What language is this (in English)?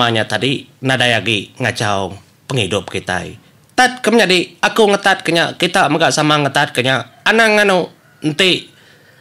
Iban